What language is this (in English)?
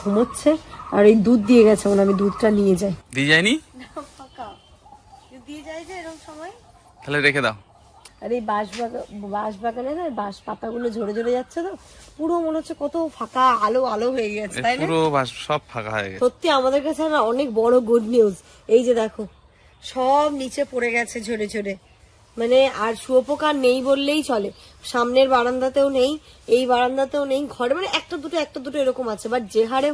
Bangla